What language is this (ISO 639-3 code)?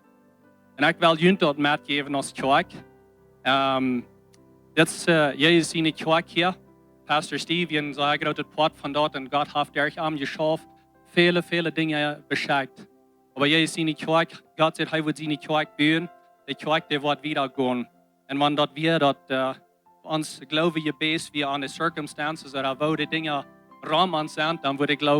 pdt